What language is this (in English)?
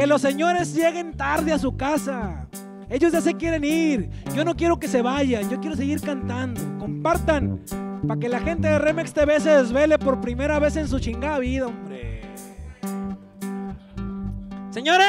Spanish